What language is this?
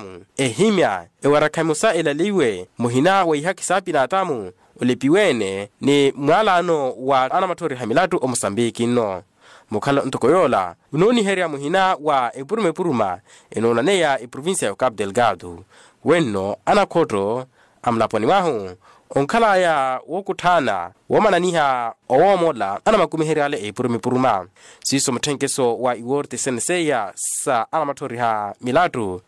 Makhuwa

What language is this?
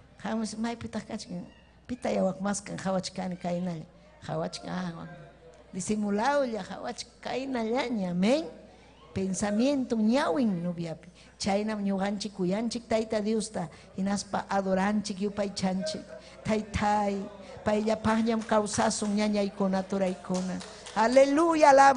Ayacucho Quechua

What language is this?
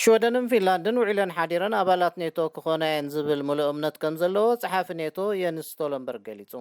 Tigrinya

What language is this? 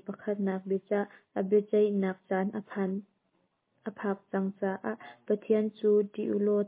Hakha Chin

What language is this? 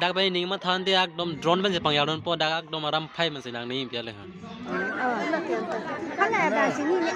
Karbi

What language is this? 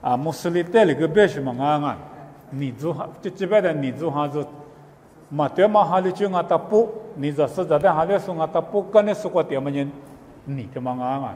Lisu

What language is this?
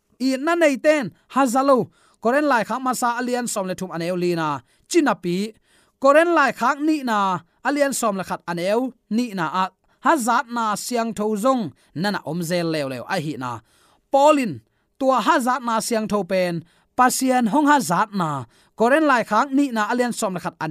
Tedim Chin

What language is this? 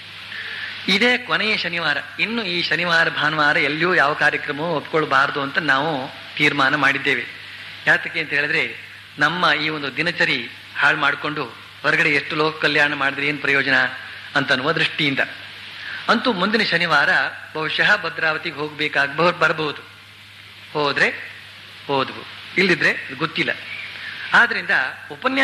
Kannada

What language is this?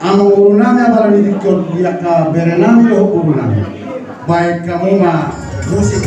Batak Toba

